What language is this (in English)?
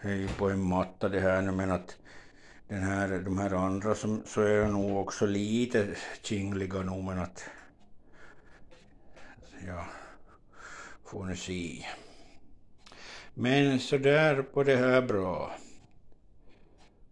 Swedish